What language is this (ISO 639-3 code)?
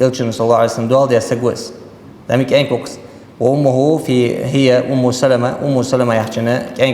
inh